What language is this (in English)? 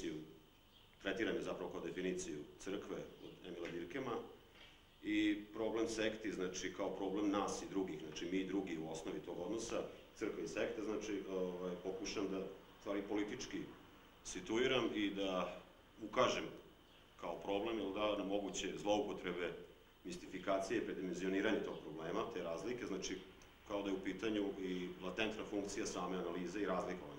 Serbian